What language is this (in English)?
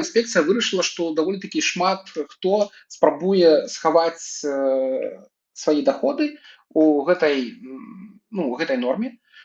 Belarusian